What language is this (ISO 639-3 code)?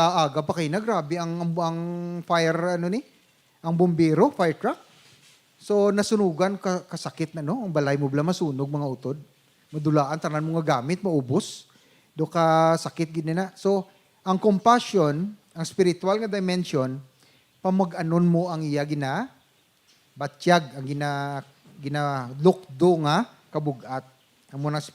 hil